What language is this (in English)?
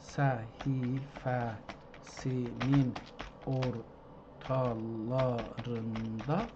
South Azerbaijani